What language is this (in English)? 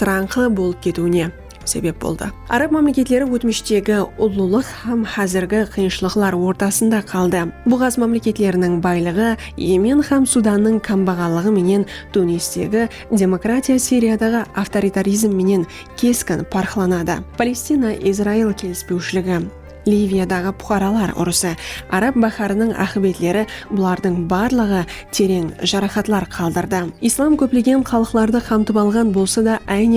Kara-Kalpak